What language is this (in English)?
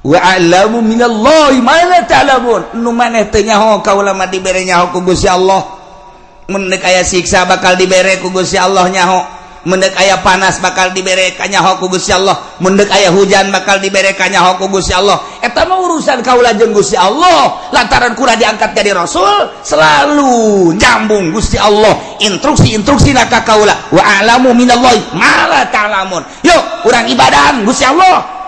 Sundanese